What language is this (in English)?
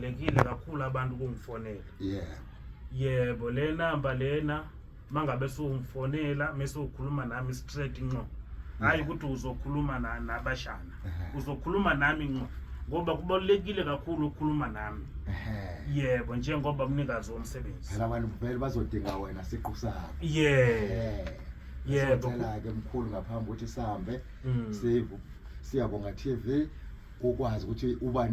Zulu